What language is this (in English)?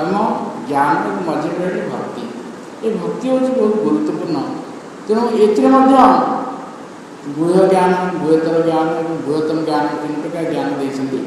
Odia